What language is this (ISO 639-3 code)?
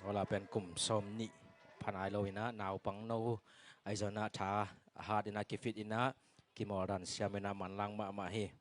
ctd